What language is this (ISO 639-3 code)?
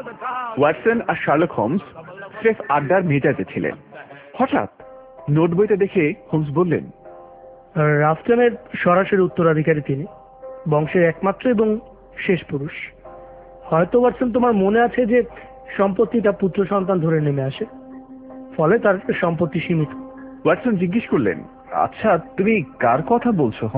ben